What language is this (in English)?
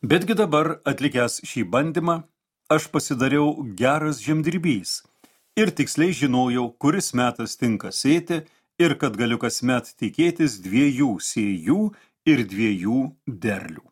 Lithuanian